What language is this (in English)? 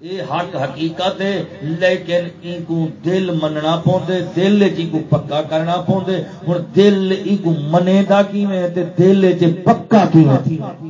Saraiki